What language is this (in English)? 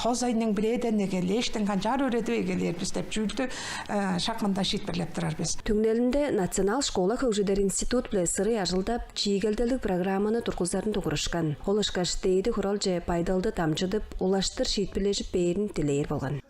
Tuvinian